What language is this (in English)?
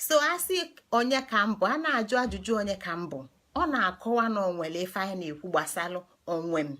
Igbo